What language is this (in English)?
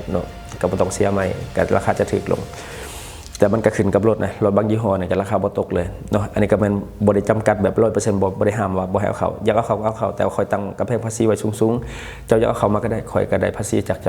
Lao